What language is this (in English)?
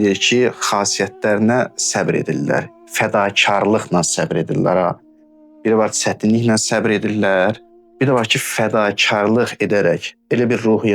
Azerbaijani